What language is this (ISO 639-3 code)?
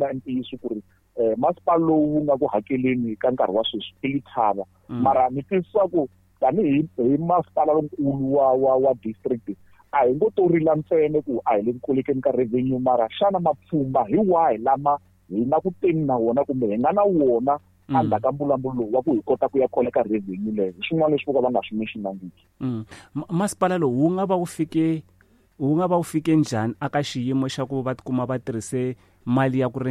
tso